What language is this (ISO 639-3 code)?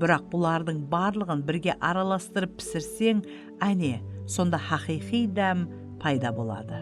kaa